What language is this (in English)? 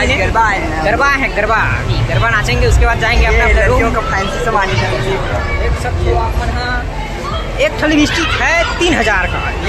Chhattisgarhi